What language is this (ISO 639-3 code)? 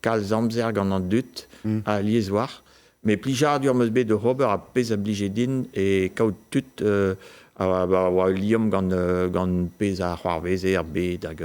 bre